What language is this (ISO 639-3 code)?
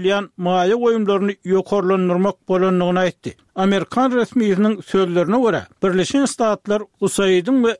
tuk